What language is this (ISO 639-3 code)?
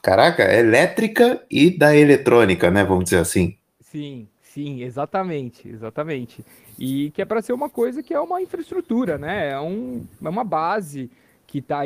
por